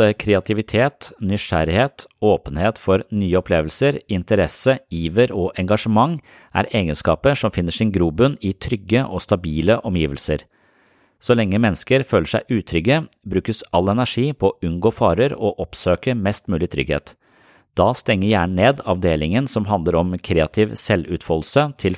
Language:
Norwegian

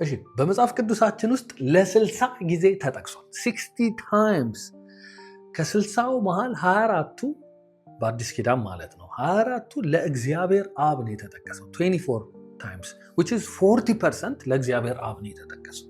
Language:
Amharic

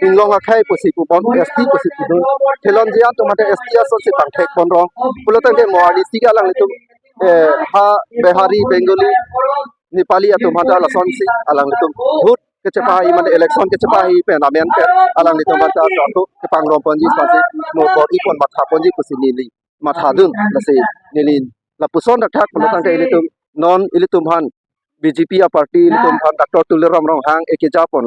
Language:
Karbi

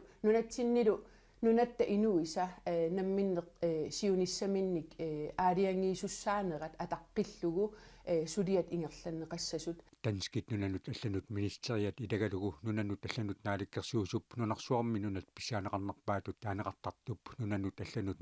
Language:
Kalaallisut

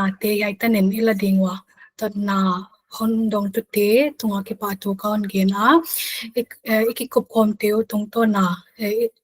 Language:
Paite Chin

